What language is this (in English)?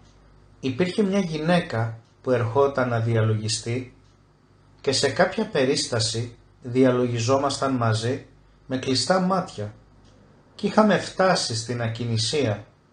Greek